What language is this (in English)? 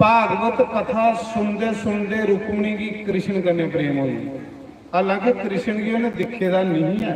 Dogri